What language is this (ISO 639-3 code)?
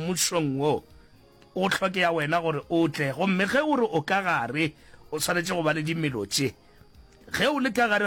nso